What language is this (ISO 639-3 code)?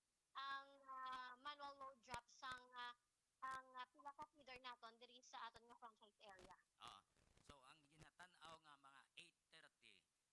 hil